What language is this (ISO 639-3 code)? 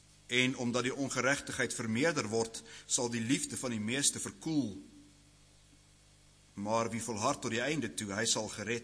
afr